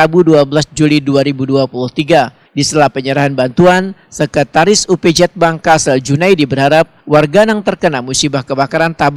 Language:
Banjar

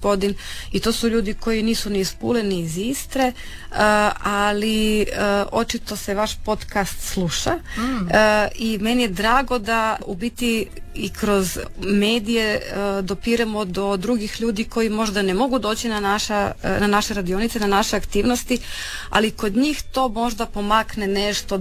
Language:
Croatian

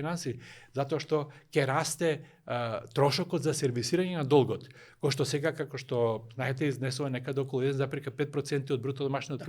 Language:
Macedonian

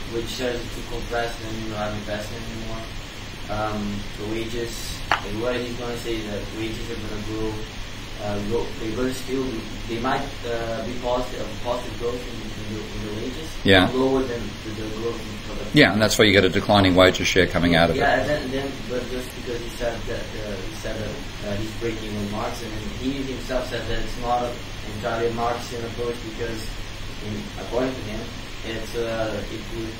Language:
English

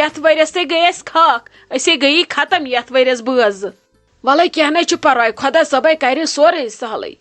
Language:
Kashmiri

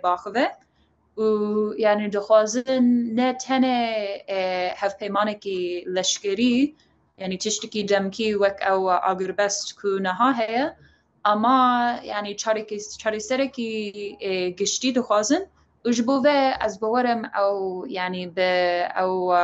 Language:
Kurdish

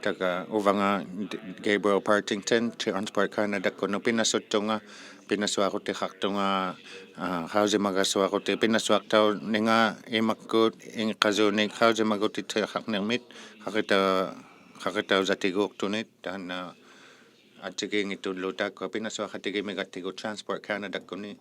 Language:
Inuktitut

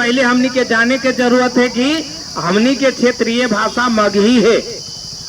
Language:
Magahi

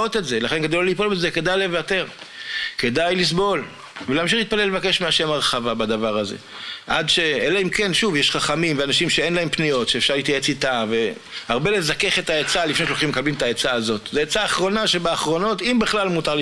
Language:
Hebrew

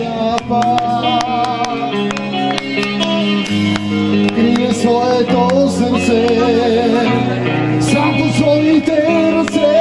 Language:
Bulgarian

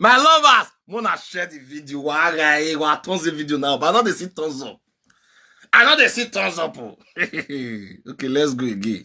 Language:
Nigerian Pidgin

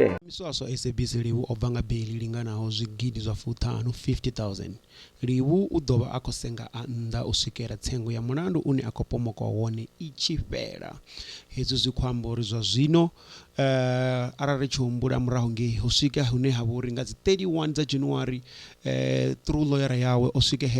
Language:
Venda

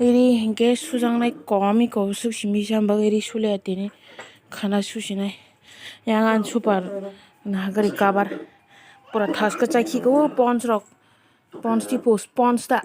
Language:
Kok Borok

